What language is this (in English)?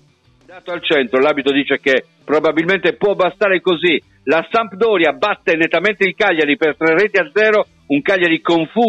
Italian